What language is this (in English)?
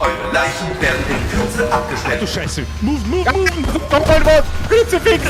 Bavarian